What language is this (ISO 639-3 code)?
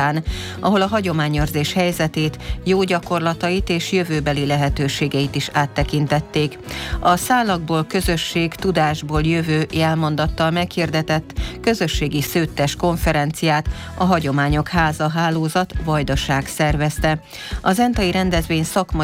hun